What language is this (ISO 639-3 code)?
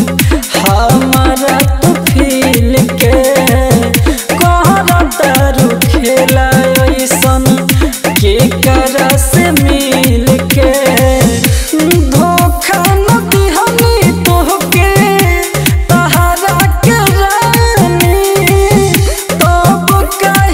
bho